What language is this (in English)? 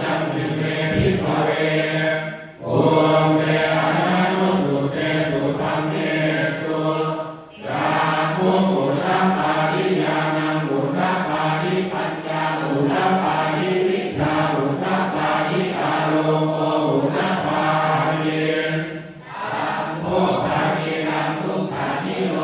Pali